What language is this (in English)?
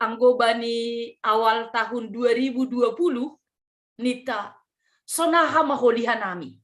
Batak Simalungun